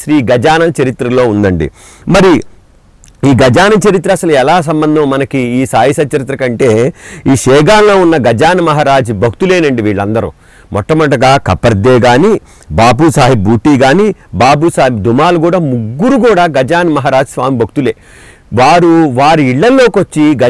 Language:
Telugu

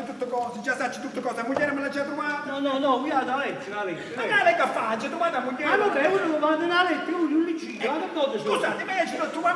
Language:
Neapolitan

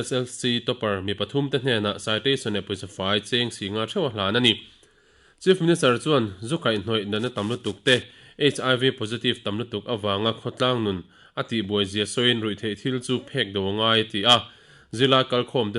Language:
Mizo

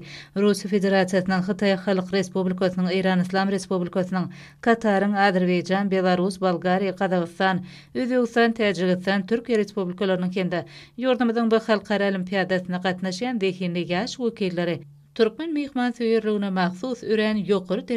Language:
Turkmen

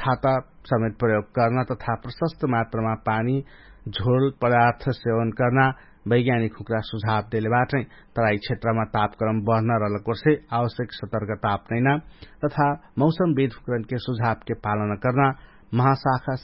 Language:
Dangaura Tharu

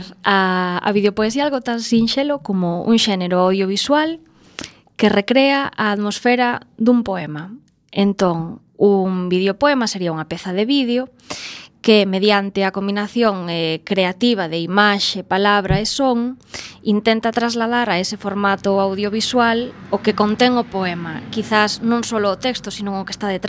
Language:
Galician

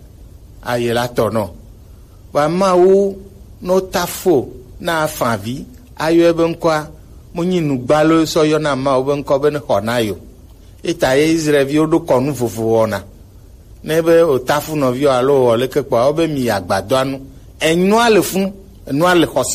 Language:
Gen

